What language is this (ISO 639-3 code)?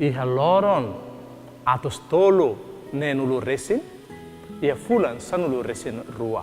tet